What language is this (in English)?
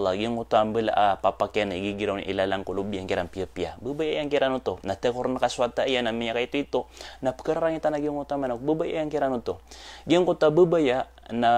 Maranao